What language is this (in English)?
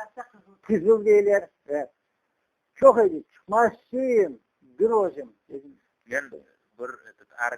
Crimean Tatar